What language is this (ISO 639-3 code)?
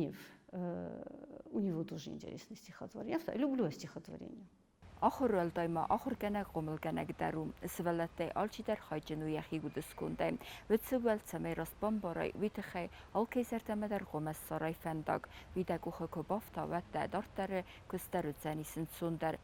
oss